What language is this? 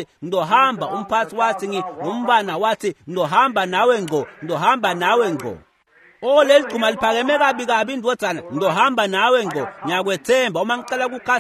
Swati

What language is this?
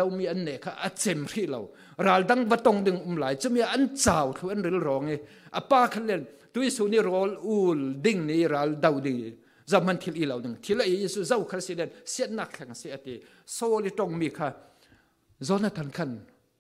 Falam Chin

